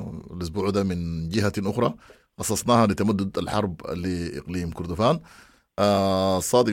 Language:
Sudanese Arabic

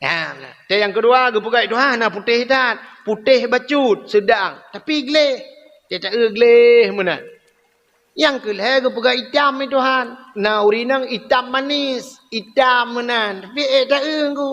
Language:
Achinese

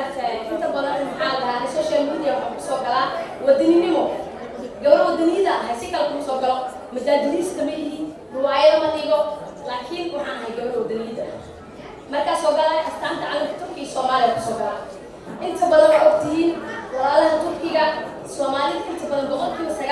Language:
Somali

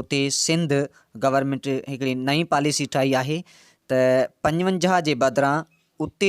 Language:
Sindhi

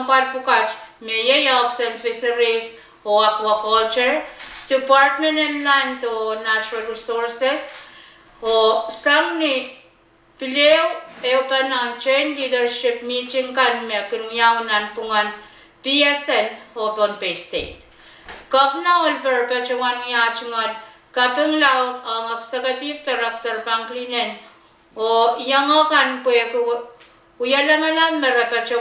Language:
Pohnpeian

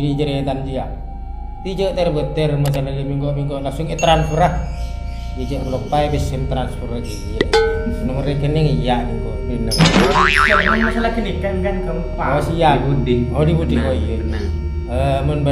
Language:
Madurese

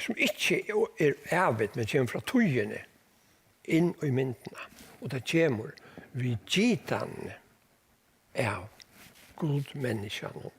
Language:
Faroese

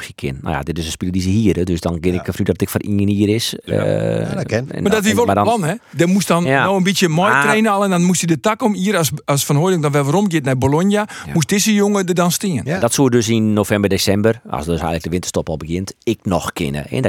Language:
Western Frisian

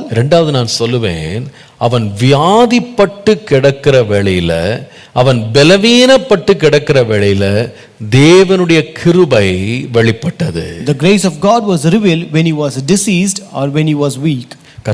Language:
Tamil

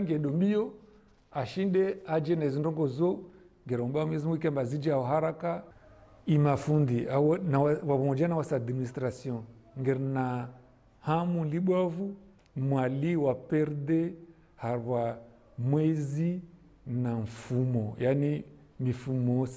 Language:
Ngazidja Comorian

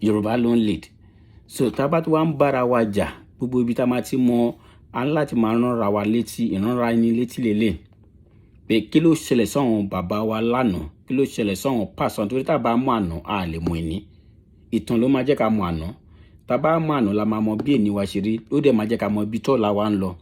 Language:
Yoruba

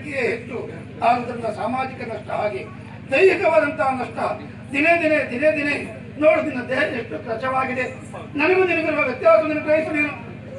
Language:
Kannada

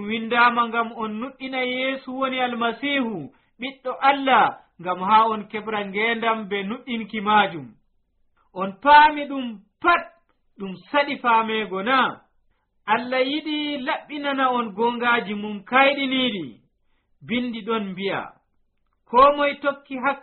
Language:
Nigerian Fulfulde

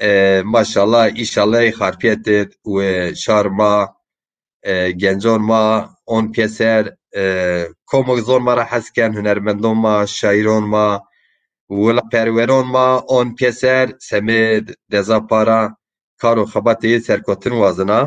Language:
Zaza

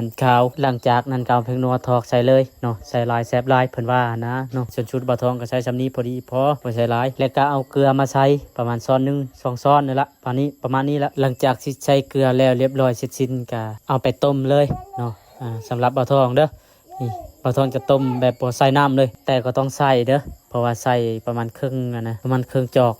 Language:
Lao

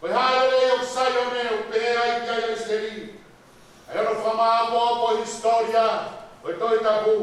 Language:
Tongan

